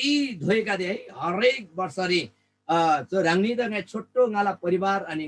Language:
Eastern Tamang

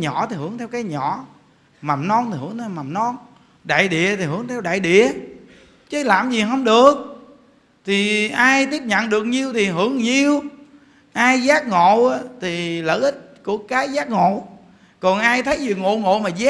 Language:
Vietnamese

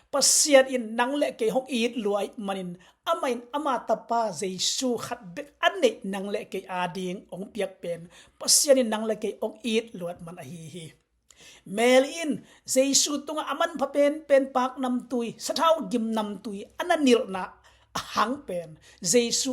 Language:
Tedim Chin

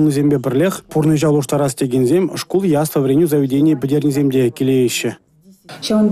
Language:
Chuvash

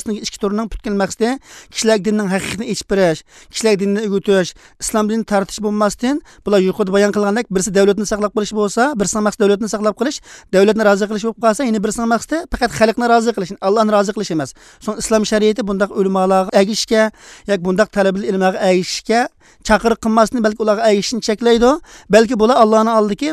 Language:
Uyghur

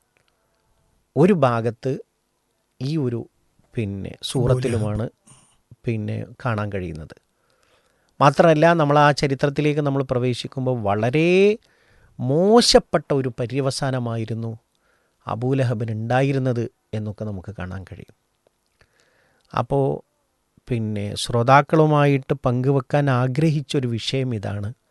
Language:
Malayalam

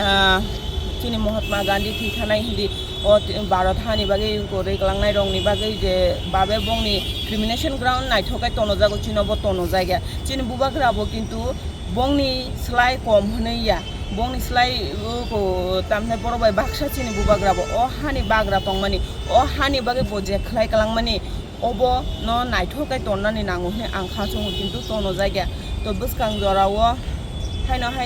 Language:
Kok Borok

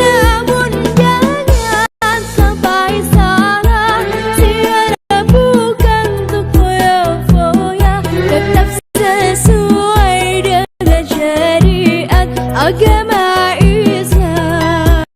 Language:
Banjar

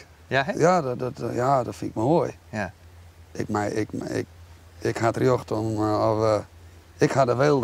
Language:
Western Frisian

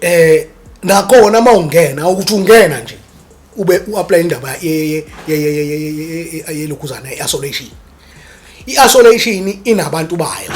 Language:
Zulu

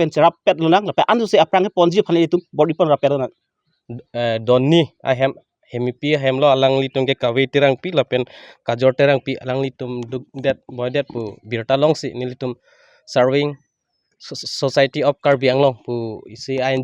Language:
Karbi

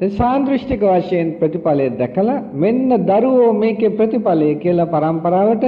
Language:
Sinhala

